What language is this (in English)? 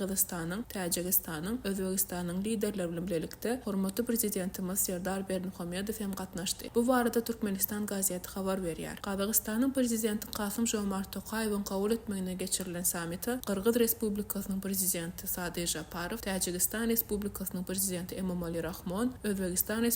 Turkmen